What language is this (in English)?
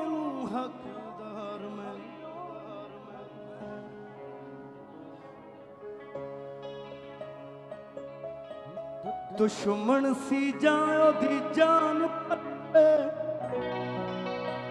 Punjabi